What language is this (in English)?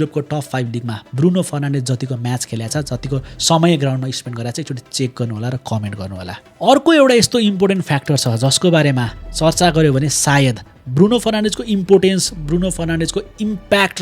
Nepali